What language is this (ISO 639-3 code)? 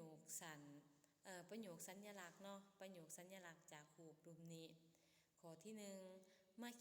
lao